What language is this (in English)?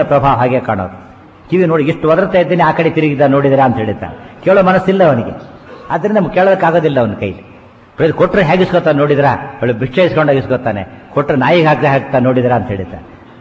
Kannada